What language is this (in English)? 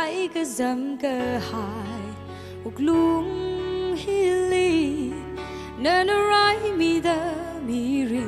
Tangkhul Naga (India)